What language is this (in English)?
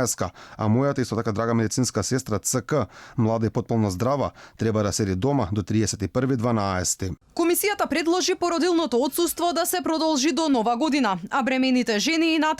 Macedonian